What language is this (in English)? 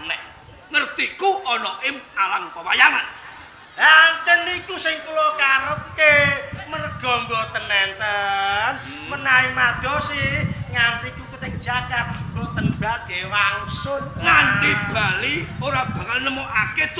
Javanese